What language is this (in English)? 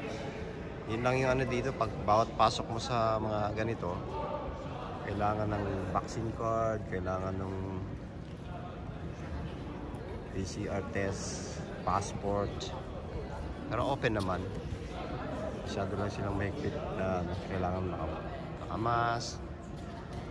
Filipino